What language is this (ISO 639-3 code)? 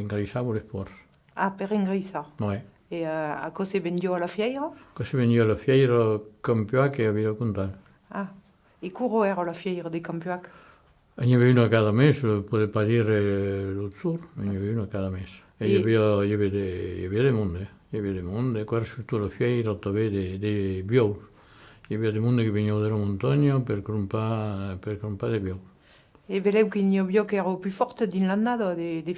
oci